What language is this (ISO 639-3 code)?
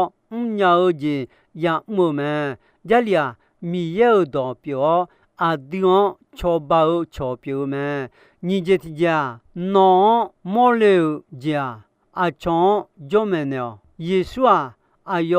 ahk